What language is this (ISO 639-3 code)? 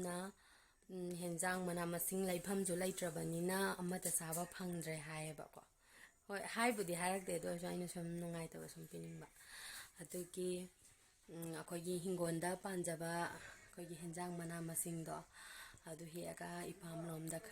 mni